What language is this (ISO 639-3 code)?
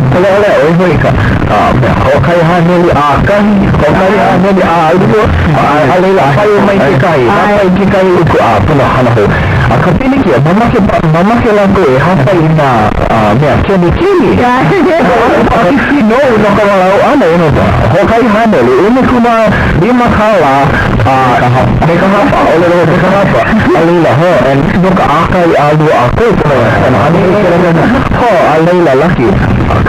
haw